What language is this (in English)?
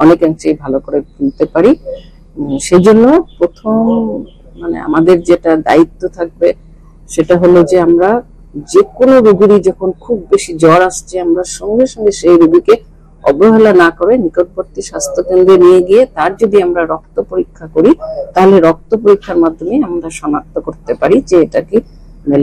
Bangla